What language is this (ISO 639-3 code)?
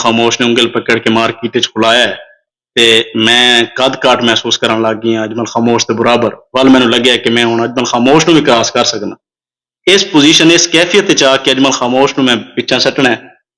skr